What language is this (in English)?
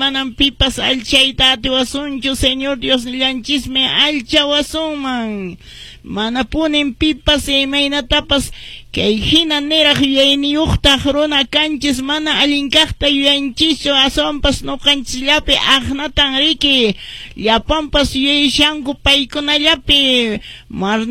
Quechua